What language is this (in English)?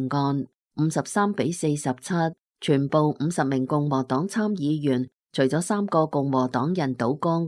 Cantonese